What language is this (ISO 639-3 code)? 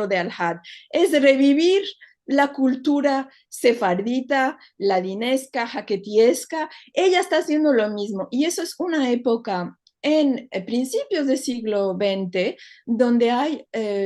lad